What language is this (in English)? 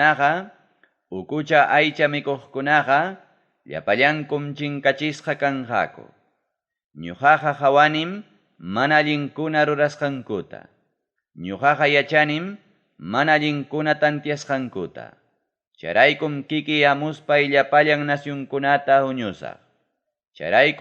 Ayacucho Quechua